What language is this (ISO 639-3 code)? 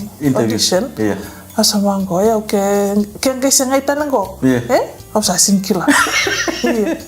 fij